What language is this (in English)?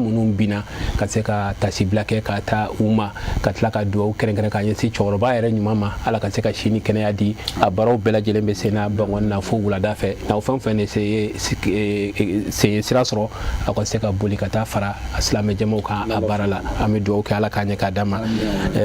Bambara